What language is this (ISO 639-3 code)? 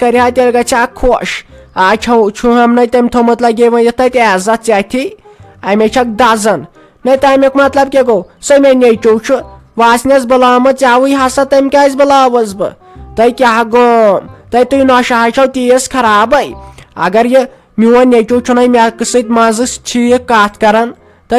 kas